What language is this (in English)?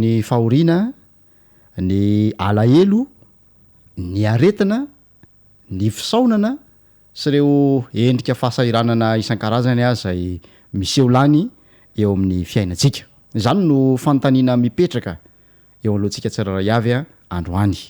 Malagasy